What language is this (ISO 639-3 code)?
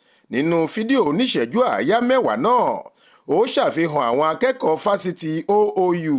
yor